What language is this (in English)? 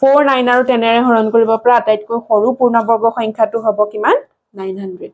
Assamese